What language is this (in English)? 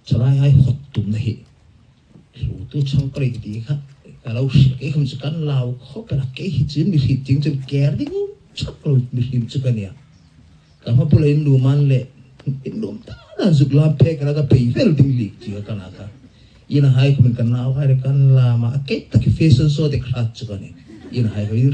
Hmar